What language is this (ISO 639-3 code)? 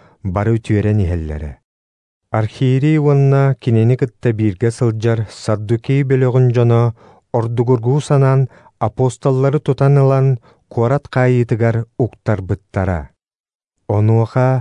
sah